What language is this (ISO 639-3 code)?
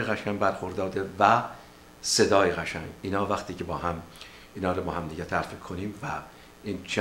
fas